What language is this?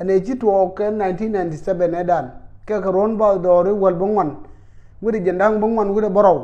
Nuer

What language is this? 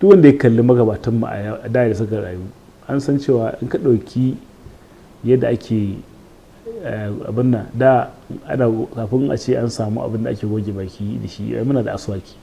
Hausa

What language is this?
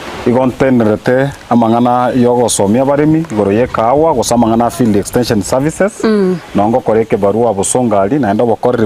Gusii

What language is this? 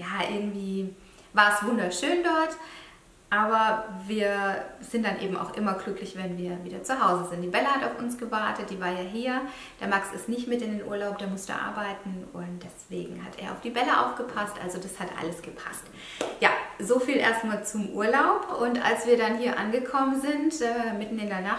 German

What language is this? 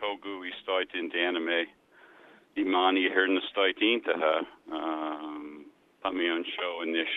Irish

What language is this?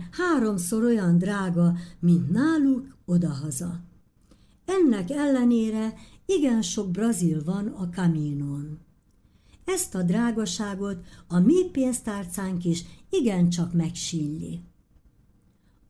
Hungarian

